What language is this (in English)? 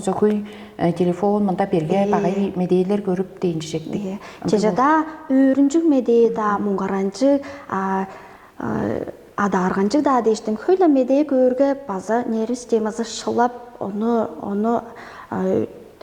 Tuvinian